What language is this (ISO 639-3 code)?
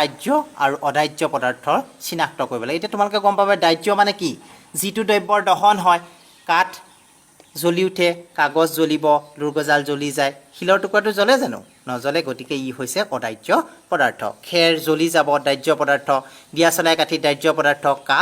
asm